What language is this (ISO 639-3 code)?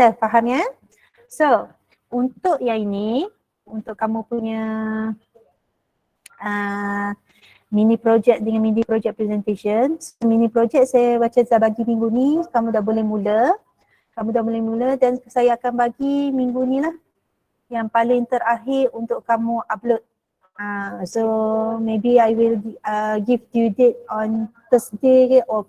msa